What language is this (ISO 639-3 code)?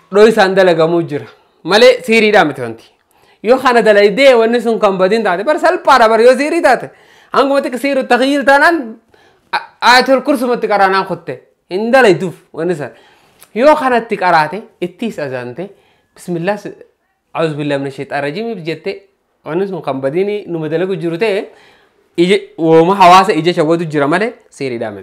orm